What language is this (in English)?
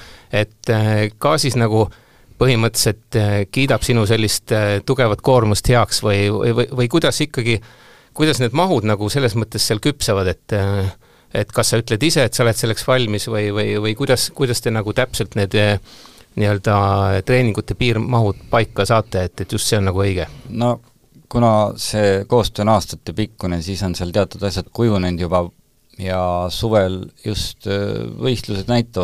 Estonian